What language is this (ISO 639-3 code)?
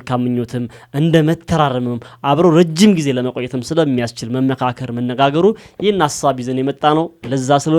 amh